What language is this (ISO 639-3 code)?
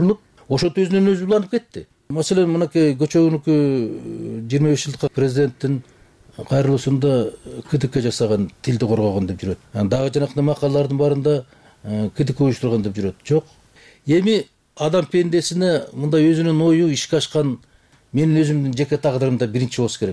kir